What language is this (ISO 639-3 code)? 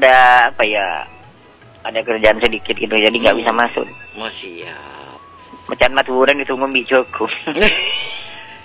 ind